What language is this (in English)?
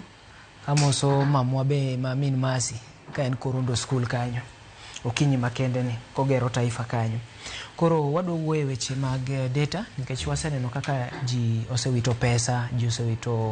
Luo (Kenya and Tanzania)